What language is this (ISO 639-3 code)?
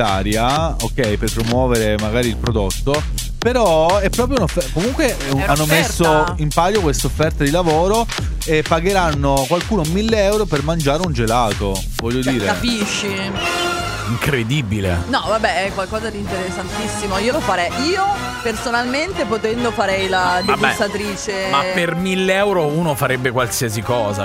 ita